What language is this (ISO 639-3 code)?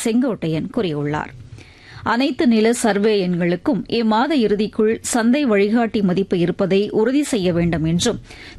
tam